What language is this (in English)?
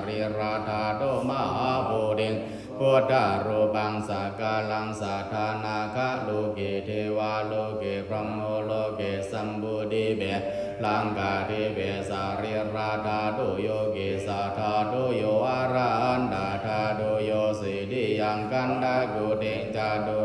Pali